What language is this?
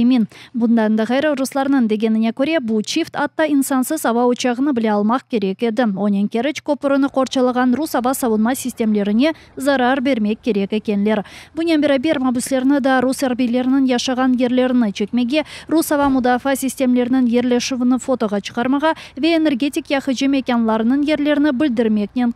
Crimean Tatar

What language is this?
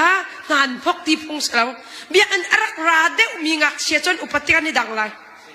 Hakha Chin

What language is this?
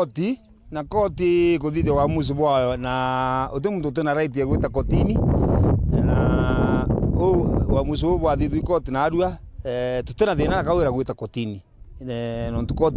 Meru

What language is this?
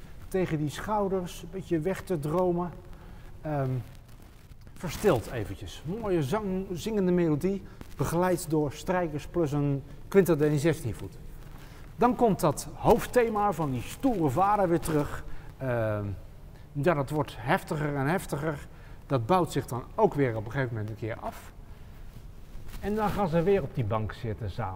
Dutch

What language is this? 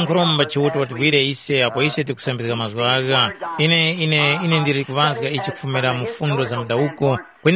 Tumbuka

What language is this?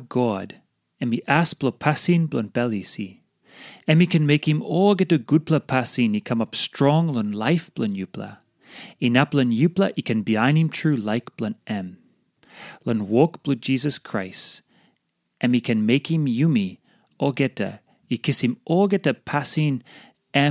Tok Pisin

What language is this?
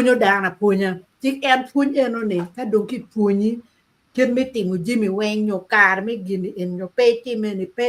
Acoli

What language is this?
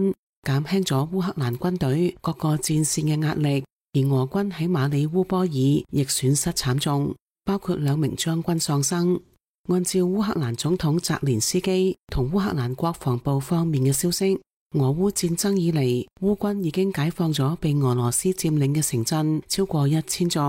Cantonese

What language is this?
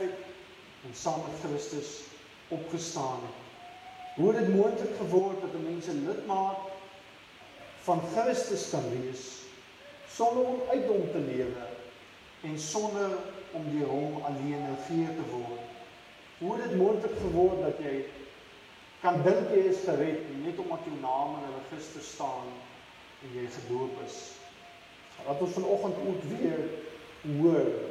Afrikaans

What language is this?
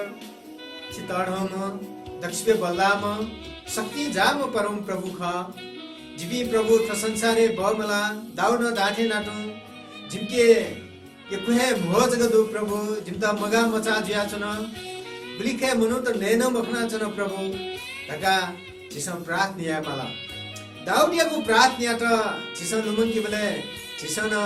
Newari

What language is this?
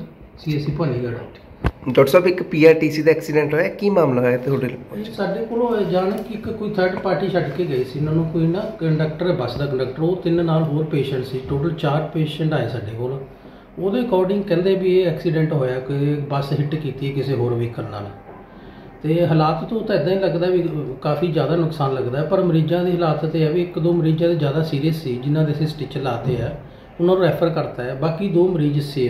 Punjabi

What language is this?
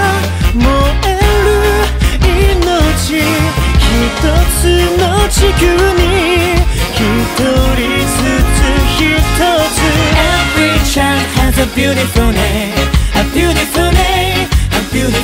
Japanese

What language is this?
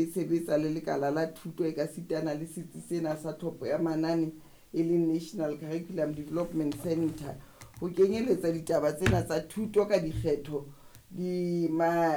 Southern Sotho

